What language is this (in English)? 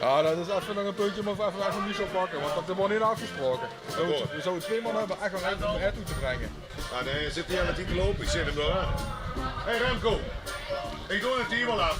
Limburgish